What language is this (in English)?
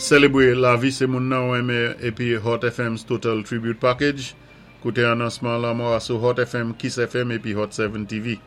Saint Lucian Creole French